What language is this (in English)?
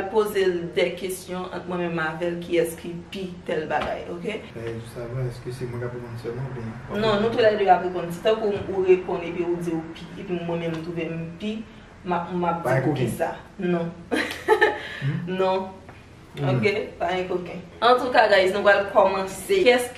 Haitian Creole